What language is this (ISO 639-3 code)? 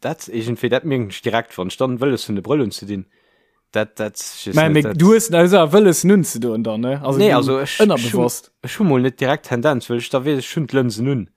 ltz